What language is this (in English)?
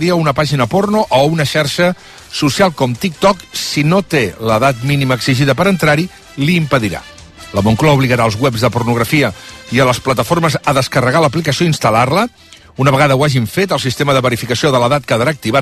Catalan